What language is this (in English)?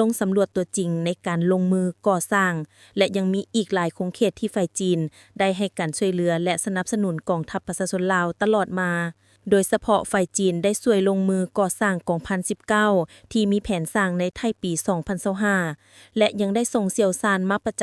Lao